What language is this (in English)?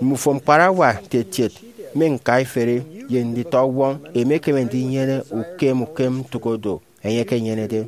Efik